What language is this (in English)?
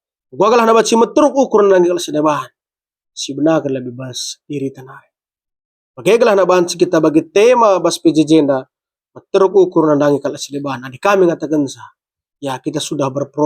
Batak Karo